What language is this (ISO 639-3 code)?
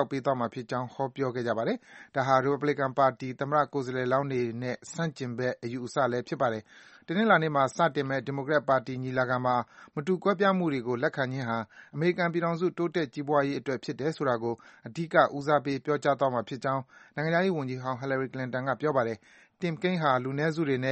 mya